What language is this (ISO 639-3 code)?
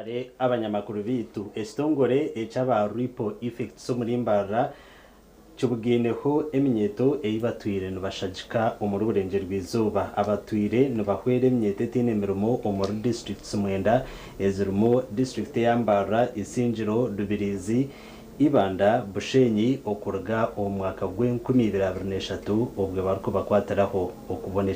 nyn